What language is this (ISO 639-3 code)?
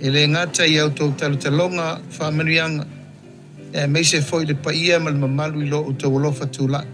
smo